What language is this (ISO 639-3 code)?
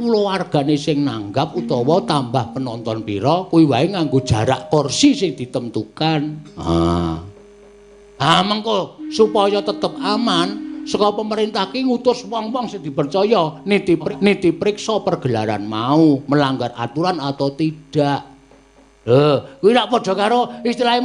jav